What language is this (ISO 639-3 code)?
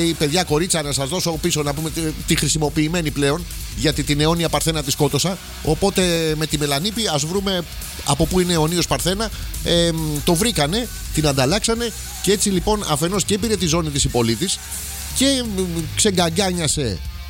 ell